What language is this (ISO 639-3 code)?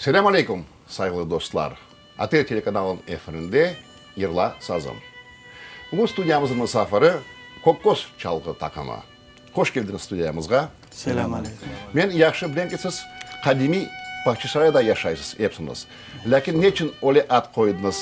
crh